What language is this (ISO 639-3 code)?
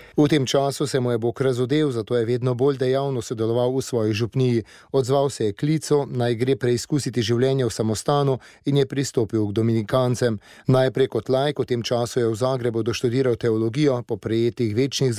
slv